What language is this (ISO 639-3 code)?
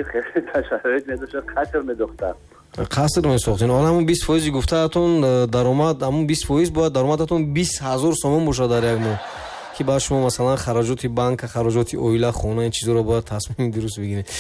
tgk